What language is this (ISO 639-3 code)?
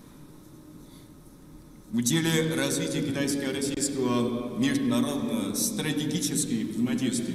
rus